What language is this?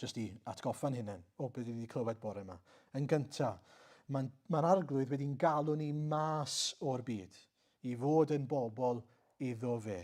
Welsh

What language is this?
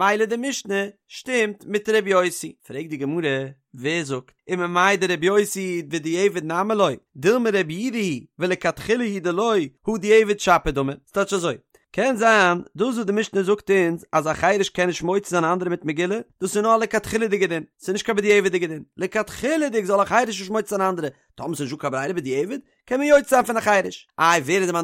Yiddish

